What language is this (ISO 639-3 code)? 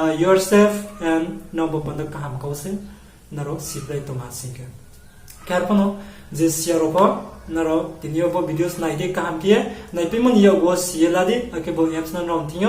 ria